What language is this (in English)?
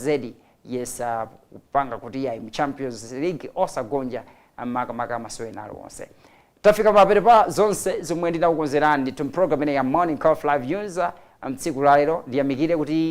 Nyanja